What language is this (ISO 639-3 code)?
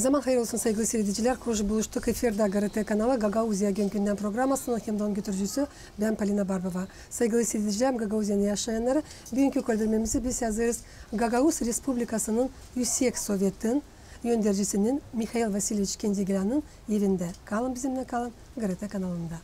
gag